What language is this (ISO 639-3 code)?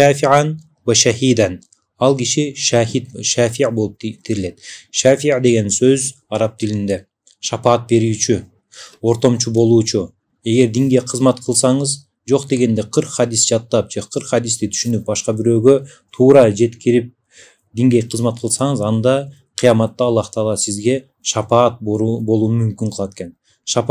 kir